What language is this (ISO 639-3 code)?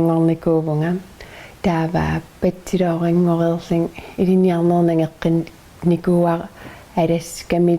kal